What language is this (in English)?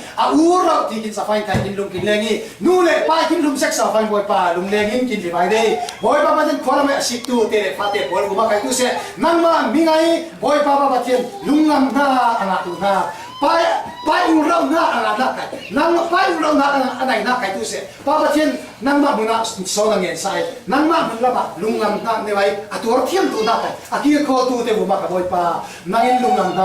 Falam Chin